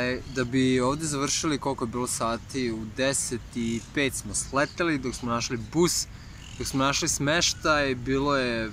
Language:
Serbian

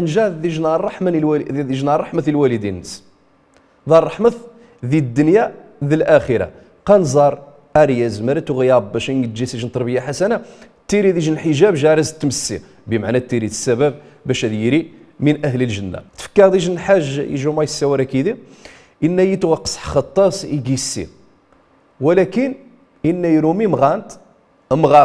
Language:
Riffian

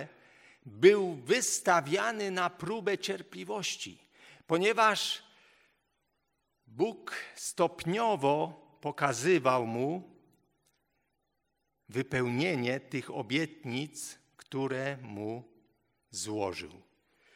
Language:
Polish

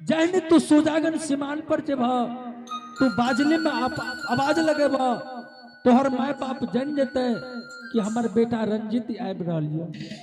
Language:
Angika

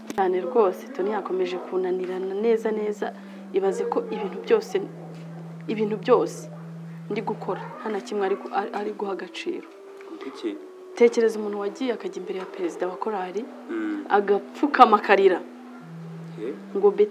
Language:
Kinyarwanda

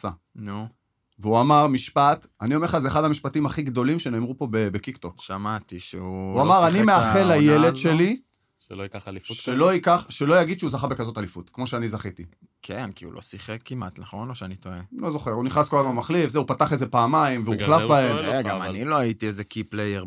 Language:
Hebrew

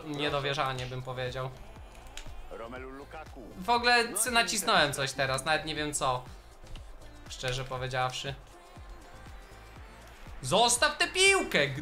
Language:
Polish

